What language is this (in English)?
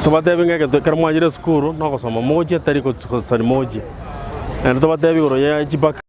Gusii